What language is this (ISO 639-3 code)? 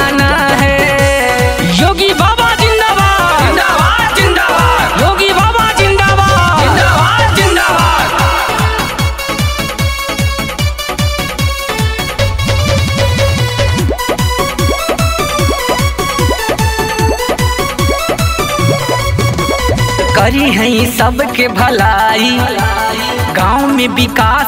bho